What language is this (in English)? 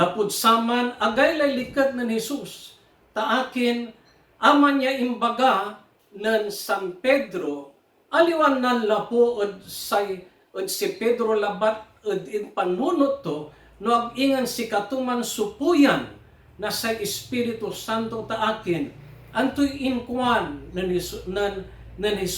Pangasinan